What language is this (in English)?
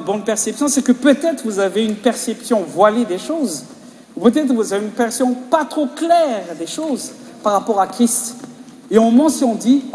French